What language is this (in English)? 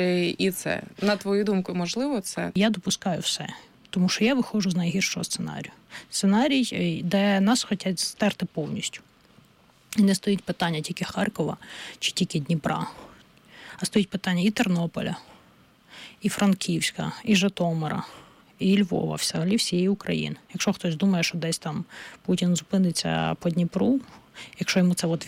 Ukrainian